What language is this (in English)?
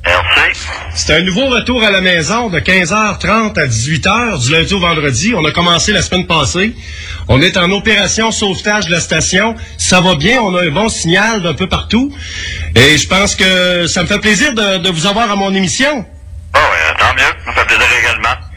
French